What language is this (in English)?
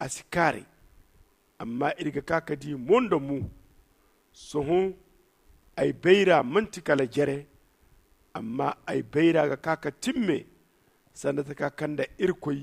Zarma